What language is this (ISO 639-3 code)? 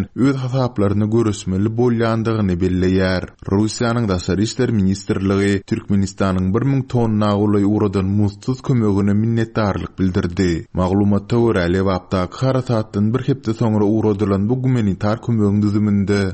tuk